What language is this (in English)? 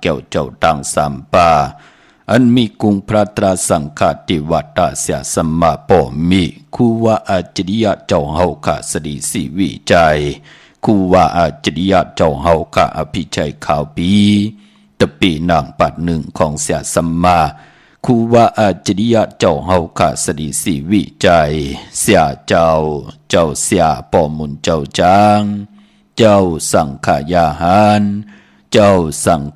Shan